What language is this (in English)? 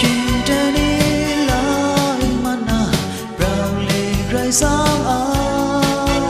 Kachin